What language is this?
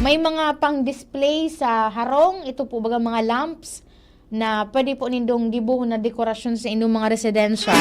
Bikol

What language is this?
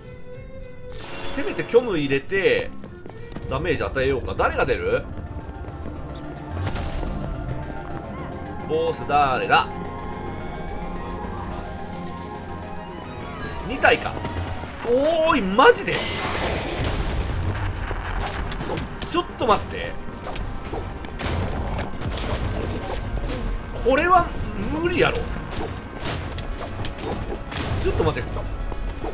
Japanese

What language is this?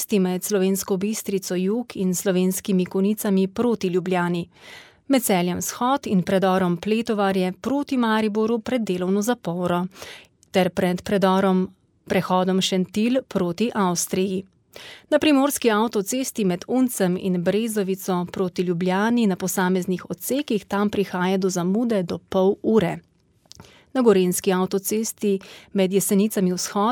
Slovenian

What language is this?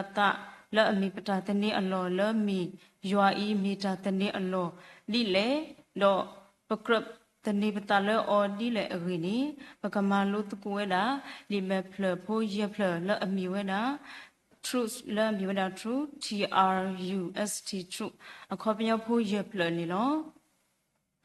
S'gaw Karen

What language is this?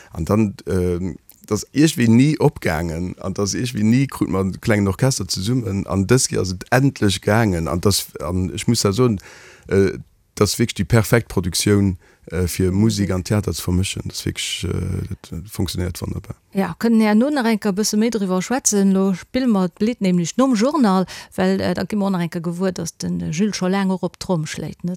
Luxembourgish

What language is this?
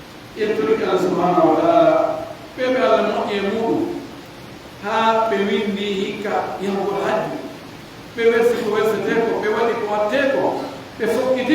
Pular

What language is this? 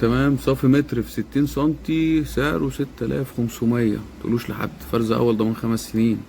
Egyptian Arabic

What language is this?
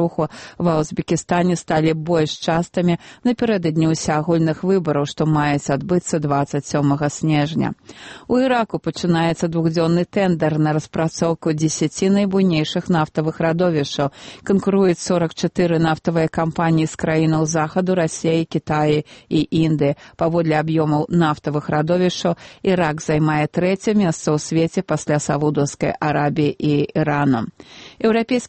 Belarusian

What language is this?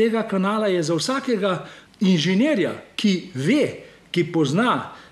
Slovenian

